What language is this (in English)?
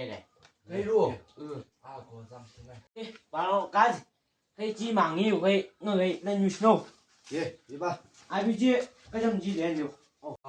Chang Naga